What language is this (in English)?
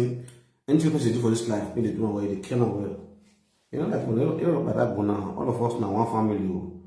Nigerian Pidgin